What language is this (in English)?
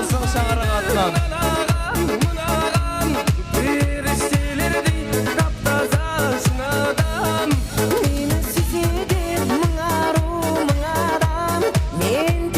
Kara-Kalpak